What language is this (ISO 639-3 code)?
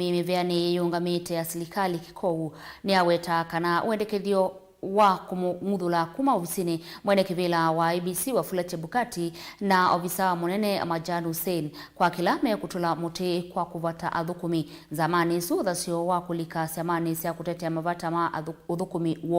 kam